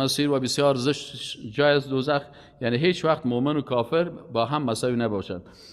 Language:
Persian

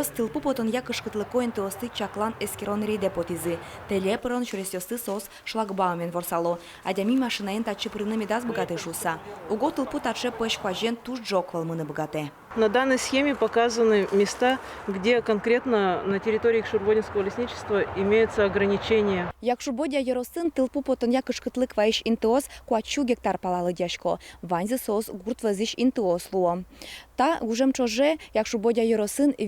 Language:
Udmurt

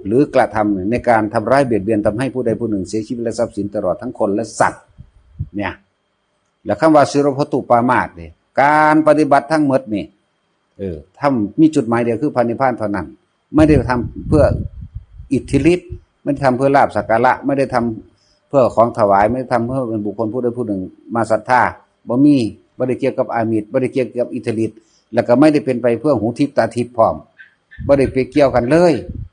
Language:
Northeastern Thai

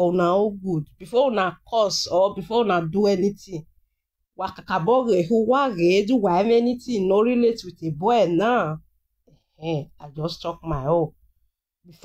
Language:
Nigerian Pidgin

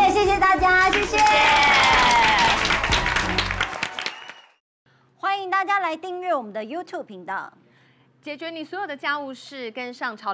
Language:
Chinese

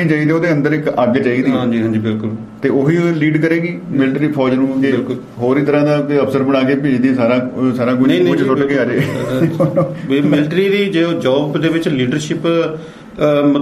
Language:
Punjabi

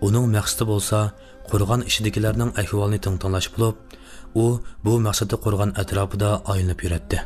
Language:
Uyghur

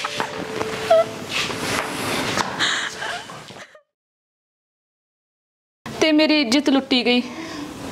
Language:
Punjabi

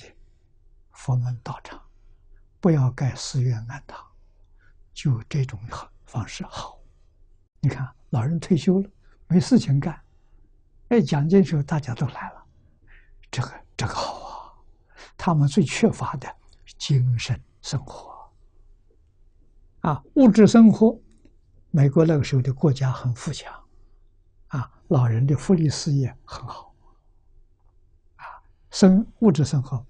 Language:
Chinese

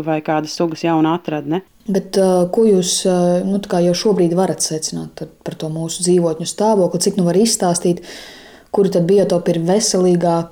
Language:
Latvian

